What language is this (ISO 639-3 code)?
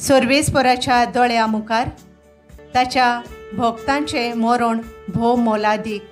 kok